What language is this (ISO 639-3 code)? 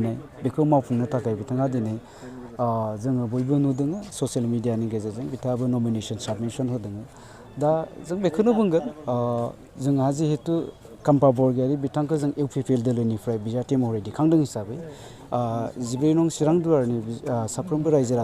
brx